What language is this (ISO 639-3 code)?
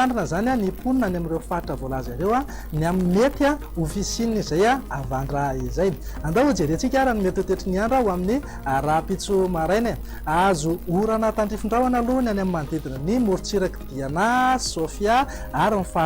mlg